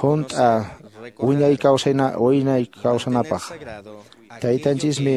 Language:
Quechua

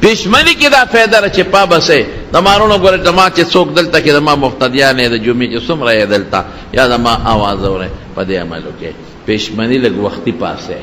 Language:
Pashto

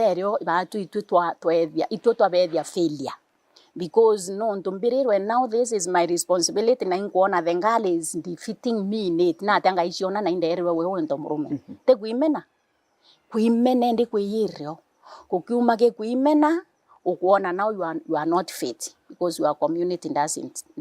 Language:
Meru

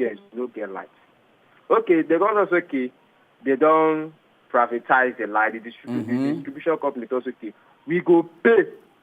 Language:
Nigerian Pidgin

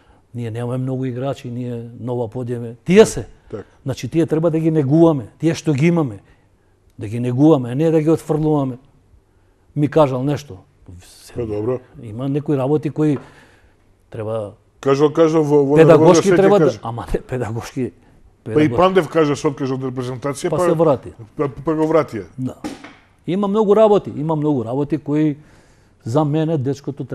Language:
Macedonian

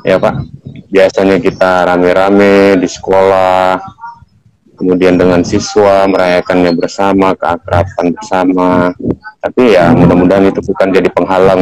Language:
Indonesian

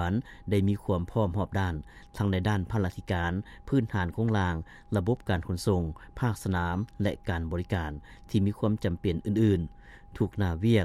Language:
Lao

